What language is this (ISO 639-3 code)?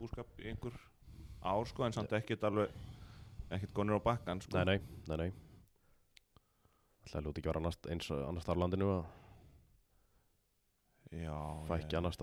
isl